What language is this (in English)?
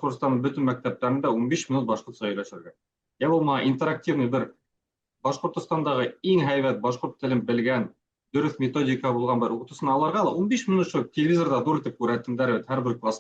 Bashkir